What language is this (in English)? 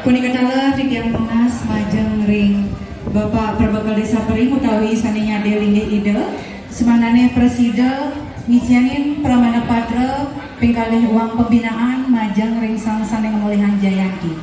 Balinese